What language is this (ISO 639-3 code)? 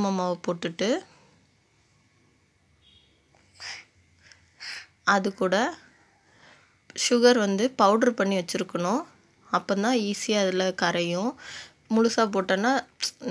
tam